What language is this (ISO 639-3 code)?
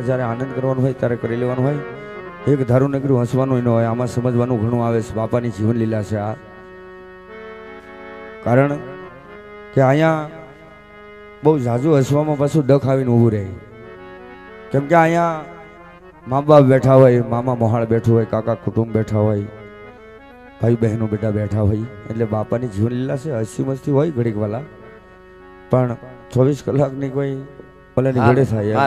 guj